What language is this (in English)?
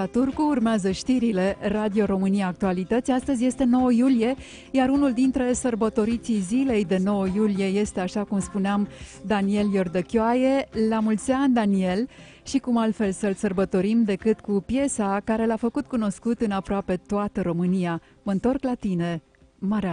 Romanian